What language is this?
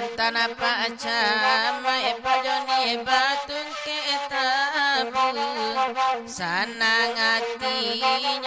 Minangkabau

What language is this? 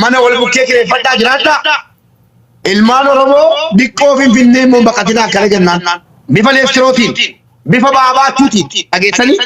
Oromo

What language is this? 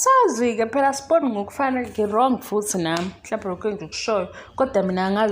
Zulu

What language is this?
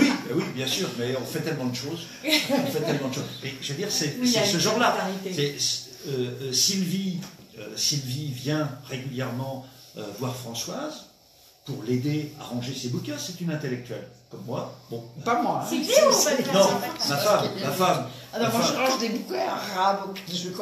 French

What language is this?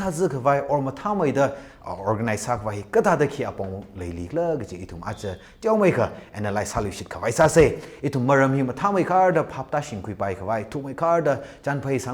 Tangkhul Naga (India)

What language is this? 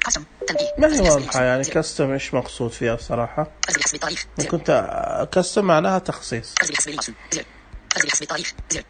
Najdi Arabic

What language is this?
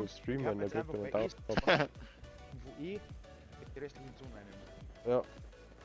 Bavarian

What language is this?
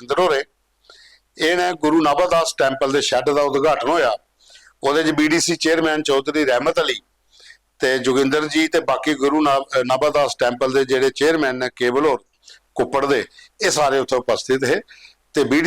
Dogri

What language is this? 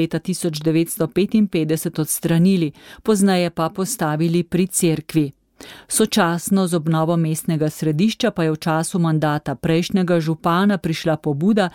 Slovenian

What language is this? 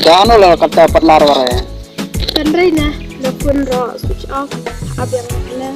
Khasi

